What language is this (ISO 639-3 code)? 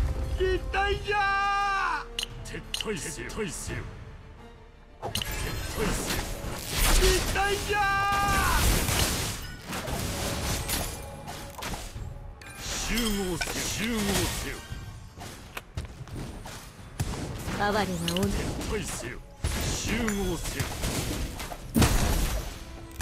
jpn